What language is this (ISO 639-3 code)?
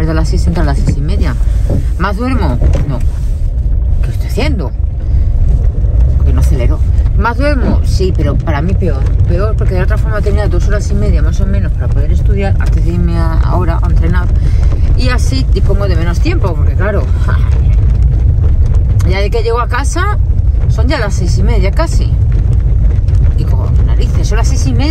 spa